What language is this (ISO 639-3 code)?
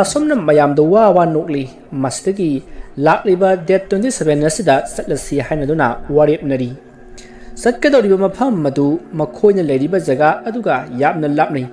mni